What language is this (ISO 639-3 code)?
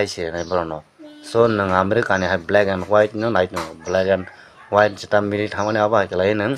trp